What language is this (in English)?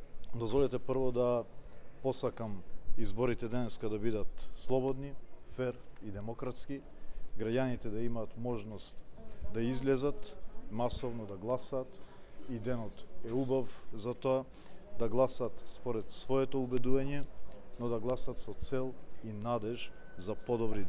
Macedonian